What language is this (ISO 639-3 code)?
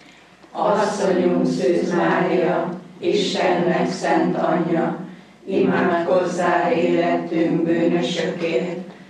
hun